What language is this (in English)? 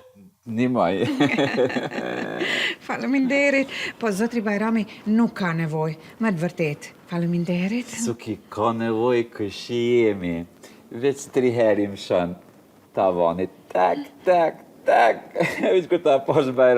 Albanian